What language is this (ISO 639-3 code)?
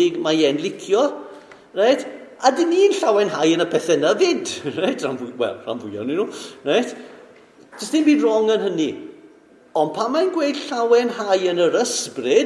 cym